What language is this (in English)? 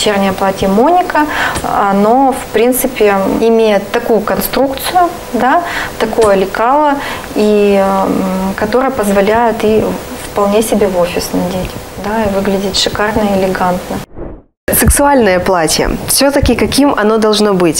Russian